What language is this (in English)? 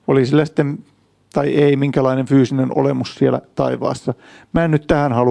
Finnish